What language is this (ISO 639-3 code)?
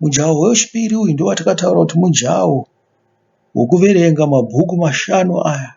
sna